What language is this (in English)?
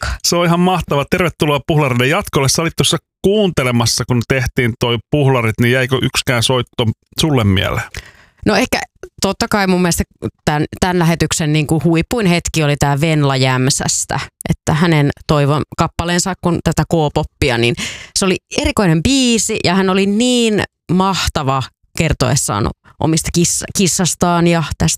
Finnish